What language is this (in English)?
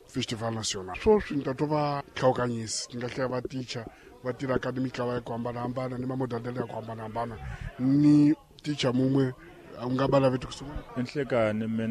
Tsonga